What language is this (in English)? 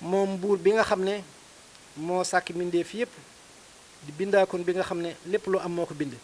Wolof